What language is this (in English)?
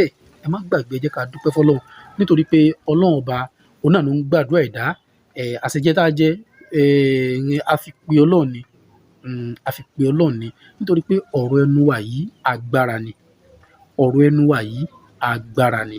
Yoruba